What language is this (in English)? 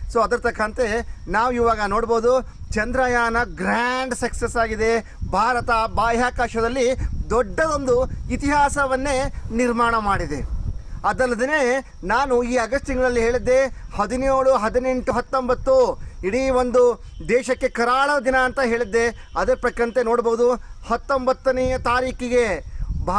Kannada